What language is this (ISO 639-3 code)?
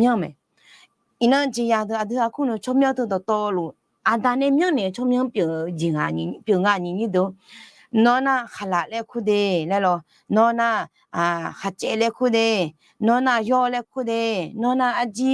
ahk